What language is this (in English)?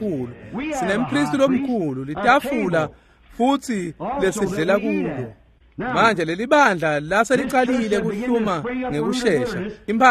Swati